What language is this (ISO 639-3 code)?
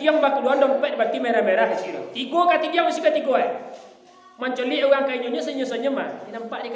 min